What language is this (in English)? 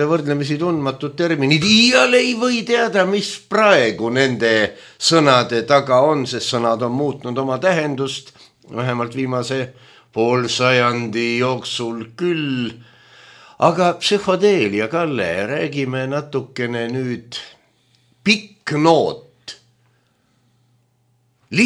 Estonian